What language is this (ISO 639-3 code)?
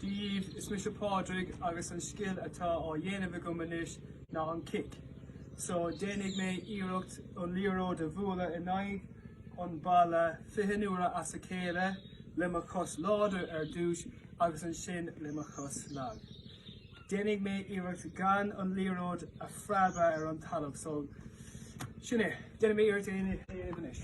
gle